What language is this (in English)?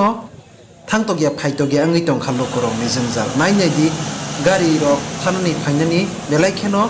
Kok Borok